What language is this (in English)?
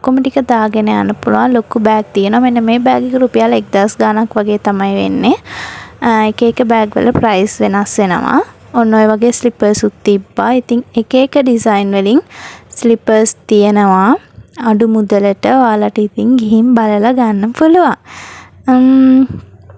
Sinhala